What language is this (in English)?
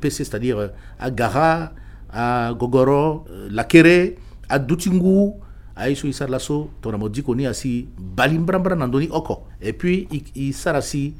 Sango